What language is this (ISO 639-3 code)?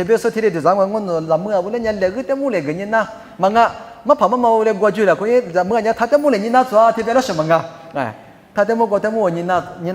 lis